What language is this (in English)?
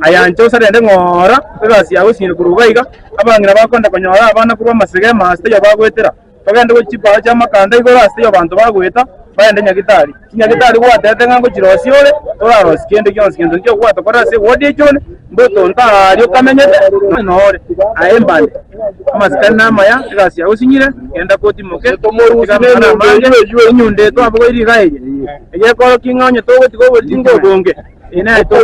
Gusii